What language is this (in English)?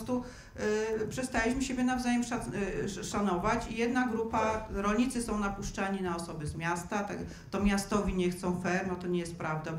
Polish